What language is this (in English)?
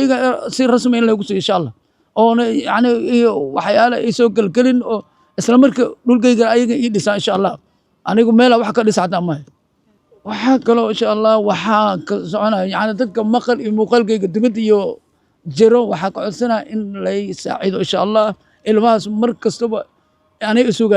Somali